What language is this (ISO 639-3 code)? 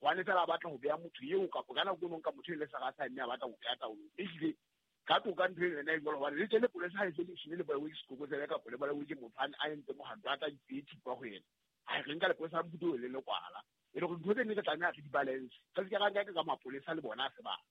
sot